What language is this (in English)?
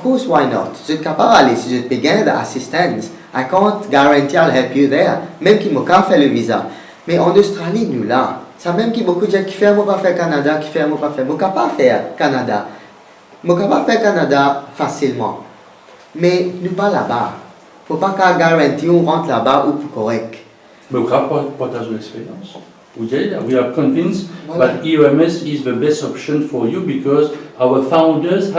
Morisyen